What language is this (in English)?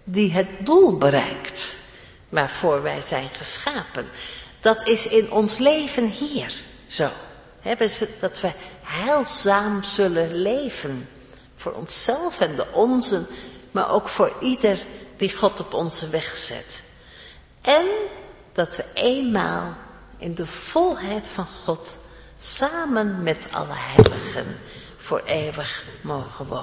Dutch